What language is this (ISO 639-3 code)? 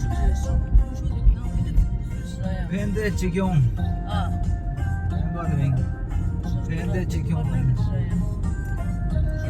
bod